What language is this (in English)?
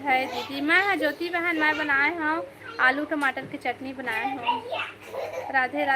Chhattisgarhi